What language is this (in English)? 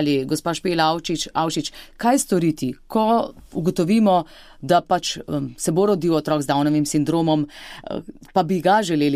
Slovenian